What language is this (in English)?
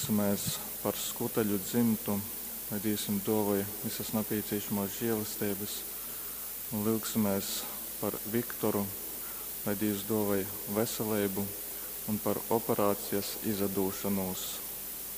Latgalian